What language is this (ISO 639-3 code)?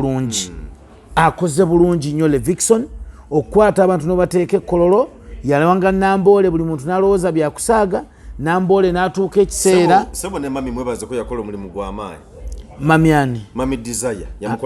lug